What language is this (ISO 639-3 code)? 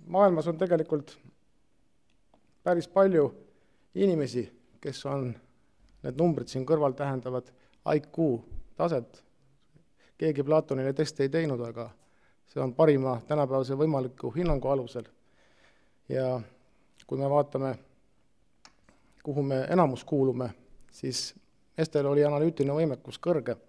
est